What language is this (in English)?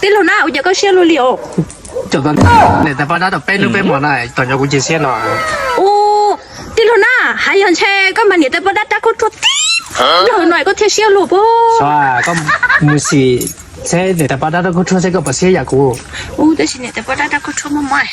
Hmong